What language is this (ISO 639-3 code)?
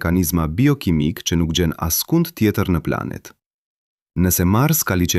sqi